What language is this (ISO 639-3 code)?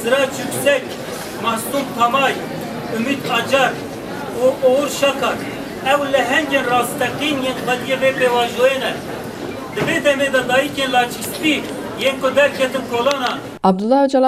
kur